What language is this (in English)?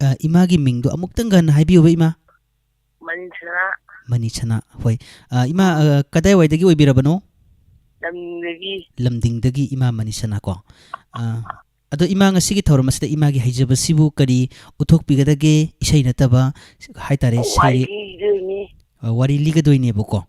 Manipuri